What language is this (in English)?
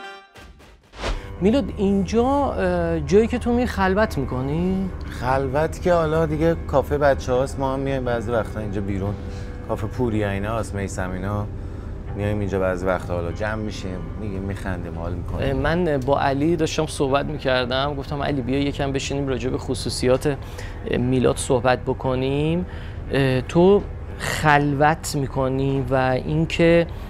Persian